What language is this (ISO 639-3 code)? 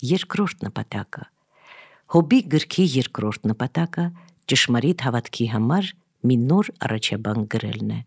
hye